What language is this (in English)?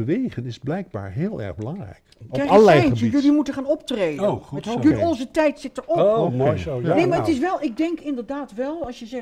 Dutch